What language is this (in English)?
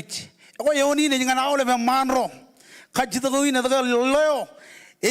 Marshallese